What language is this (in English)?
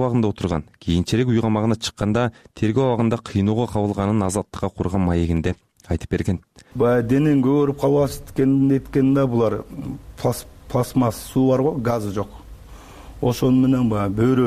Kyrgyz